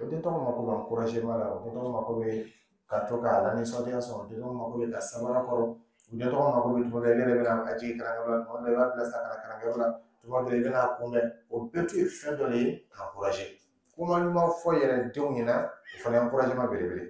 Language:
Dyula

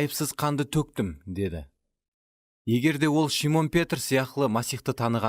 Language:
Kara-Kalpak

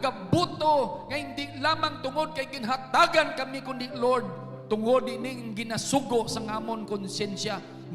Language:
Hiligaynon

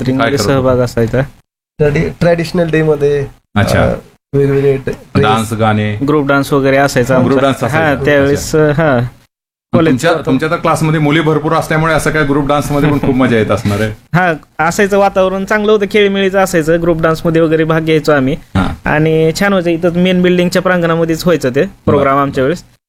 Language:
Marathi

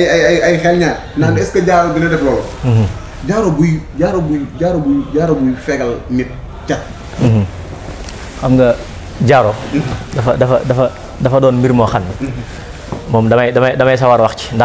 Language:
Wolof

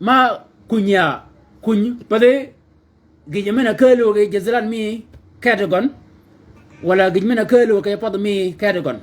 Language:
Shilluk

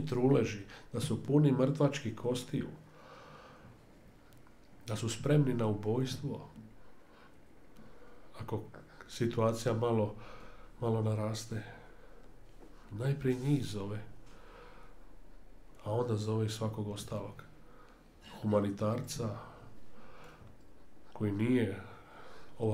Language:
Croatian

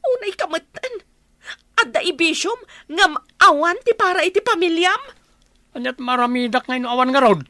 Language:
Iloko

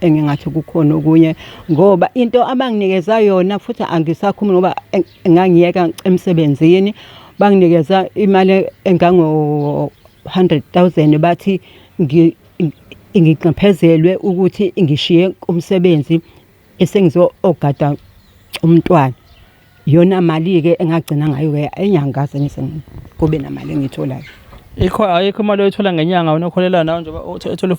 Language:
Zulu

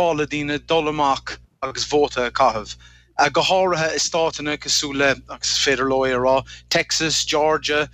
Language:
Irish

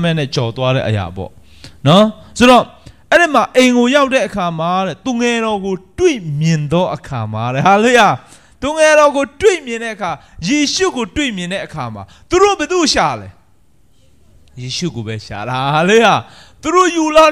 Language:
Burmese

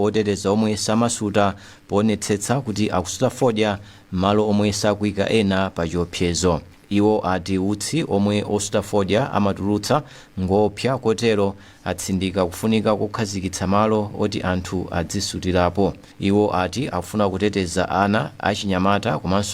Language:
Nyanja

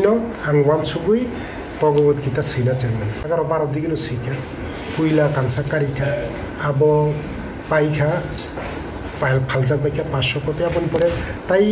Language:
Kok Borok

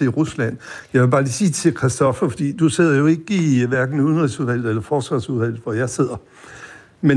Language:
Danish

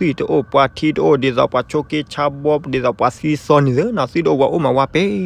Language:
S'gaw Karen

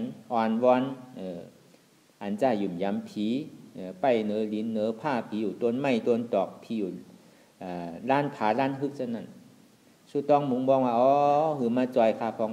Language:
Shan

